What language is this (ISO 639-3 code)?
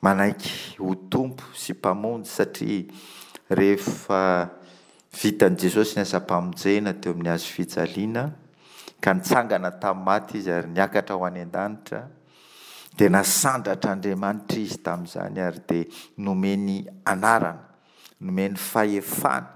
mlg